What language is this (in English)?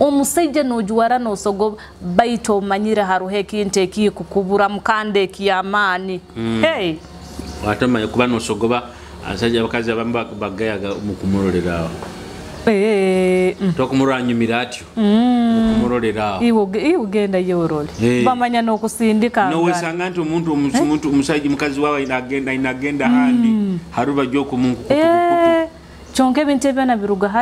Nyoro